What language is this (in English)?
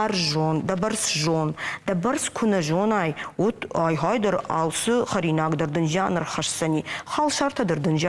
Ossetic